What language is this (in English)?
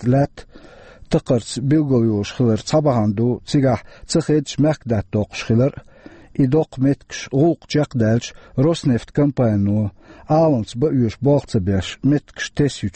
Chechen